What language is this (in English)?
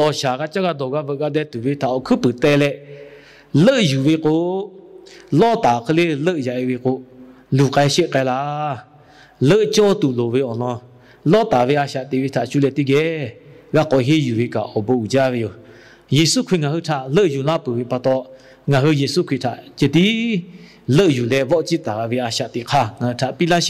Lahu